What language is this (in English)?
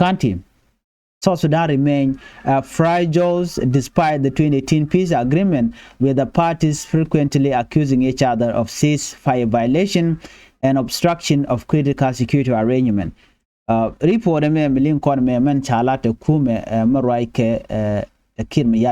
Nuer